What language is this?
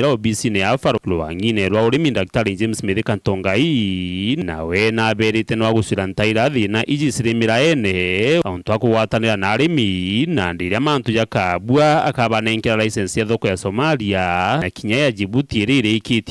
Meru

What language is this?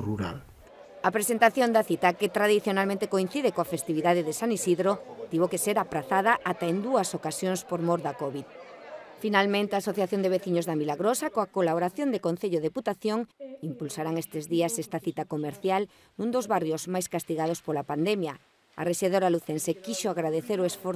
Galician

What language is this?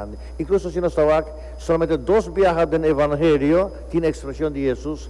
Papiamento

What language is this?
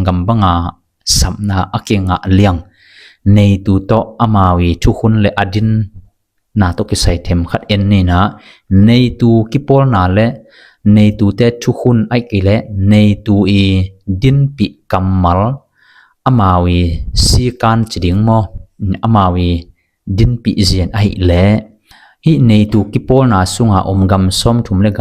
Tedim Chin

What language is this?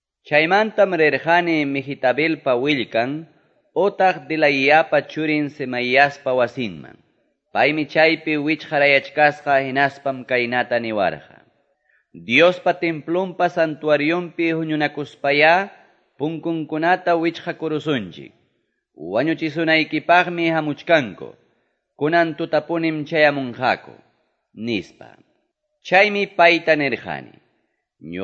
Quechua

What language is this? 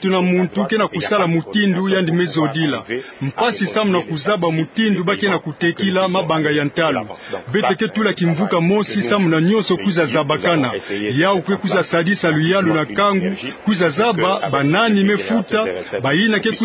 Kituba (Democratic Republic of Congo)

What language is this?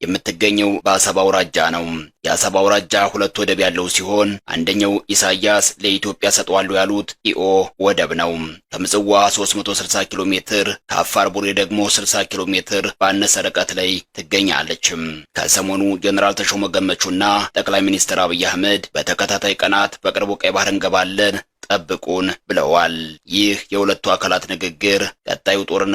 Amharic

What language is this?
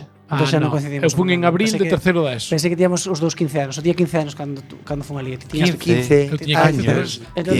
Galician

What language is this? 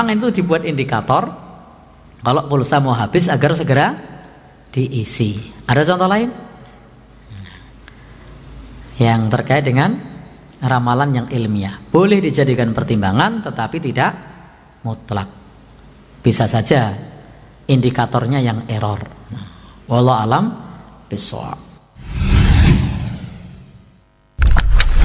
Indonesian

